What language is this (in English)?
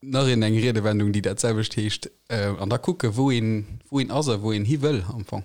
Luxembourgish